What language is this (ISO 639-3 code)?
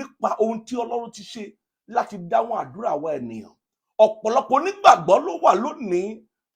yor